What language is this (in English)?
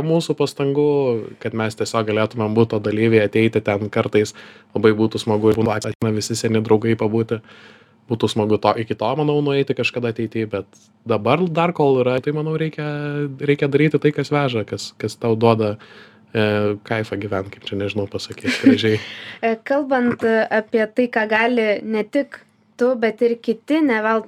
Lithuanian